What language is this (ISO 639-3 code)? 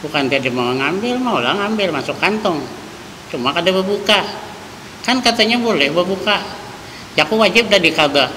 bjn